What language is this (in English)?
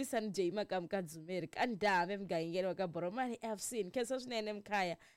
Tsonga